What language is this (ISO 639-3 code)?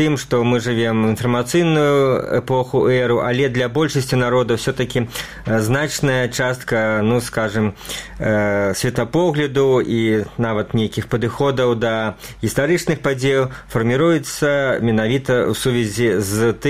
bel